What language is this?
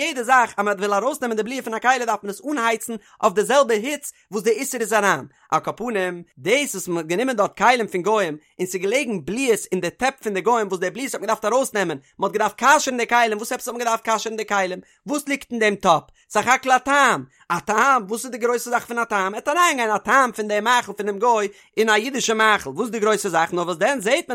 Yiddish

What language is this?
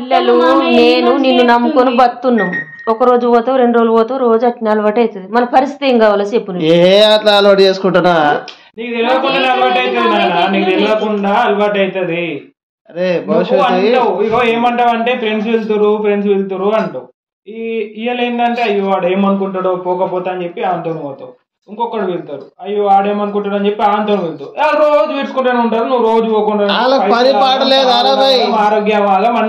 Telugu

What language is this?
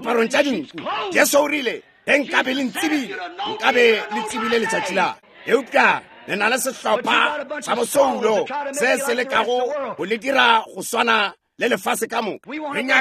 Northern Sotho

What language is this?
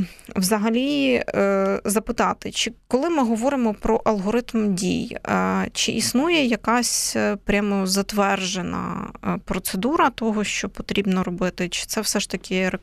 Ukrainian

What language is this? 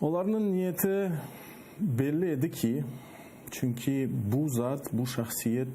Crimean Tatar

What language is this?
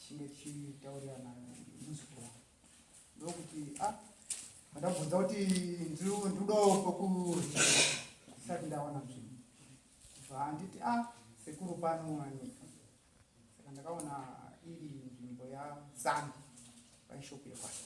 Shona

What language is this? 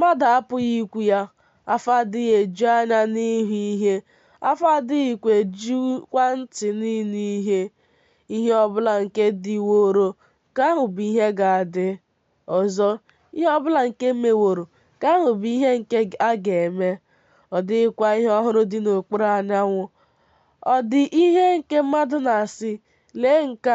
Igbo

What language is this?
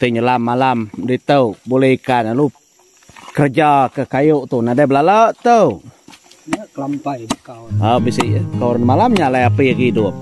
Iban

